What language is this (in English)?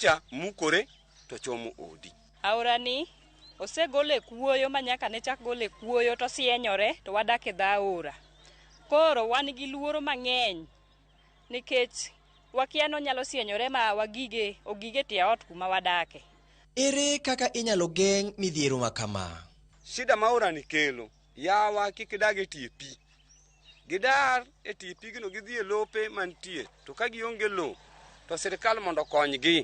Luo (Kenya and Tanzania)